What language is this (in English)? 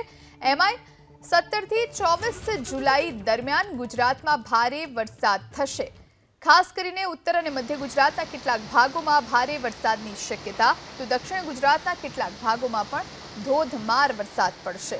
Gujarati